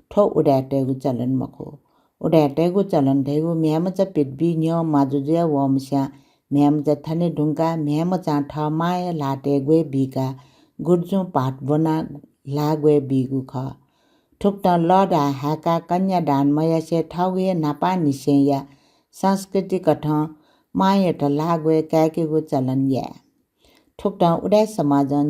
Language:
Newari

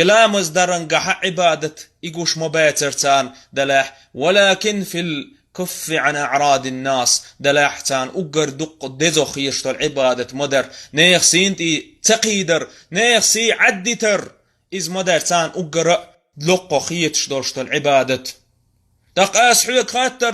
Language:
Chechen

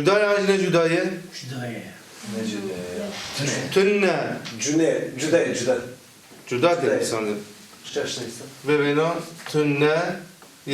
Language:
Kurdish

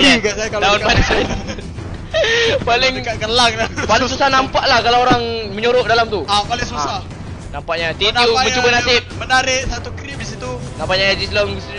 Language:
Malay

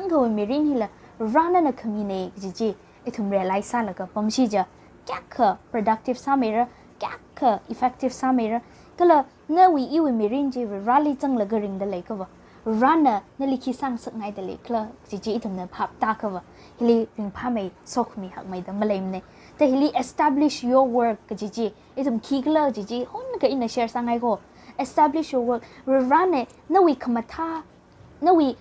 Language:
Tangkhul Naga (India)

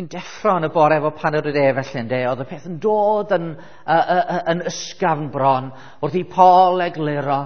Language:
Welsh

